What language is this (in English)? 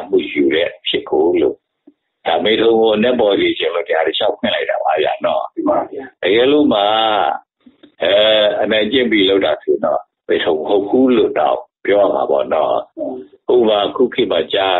Burmese